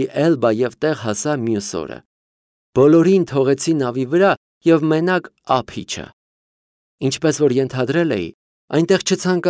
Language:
Armenian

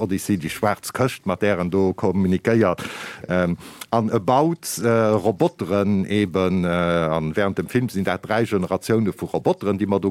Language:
Luxembourgish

